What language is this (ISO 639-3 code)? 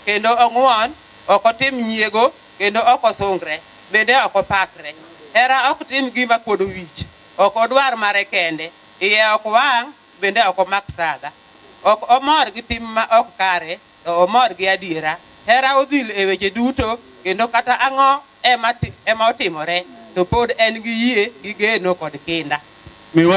luo